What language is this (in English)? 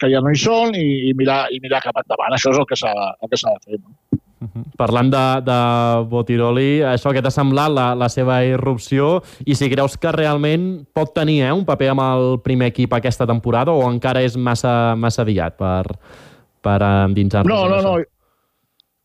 Catalan